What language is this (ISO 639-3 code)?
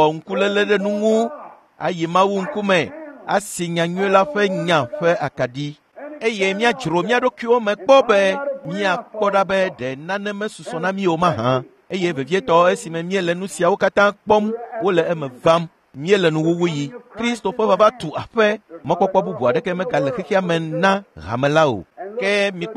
ewe